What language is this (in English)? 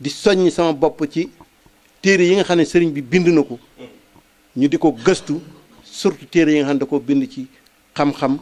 Wolof